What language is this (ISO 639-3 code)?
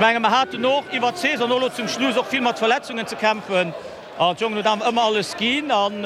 ltz